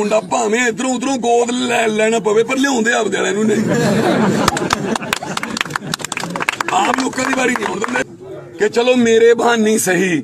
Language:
Punjabi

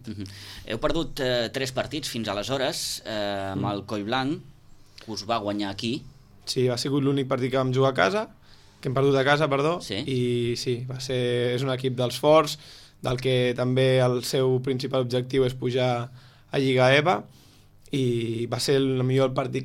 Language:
Catalan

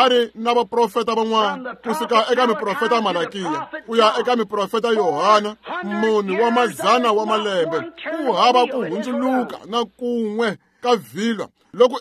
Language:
Tsonga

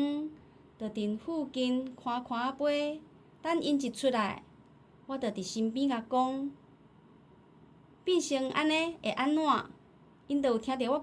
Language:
Min Nan Chinese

